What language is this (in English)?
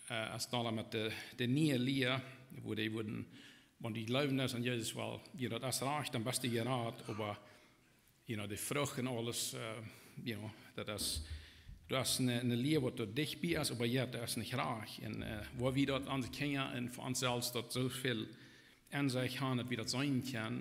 Plautdietsch